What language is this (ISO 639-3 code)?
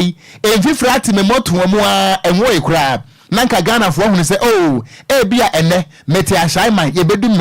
aka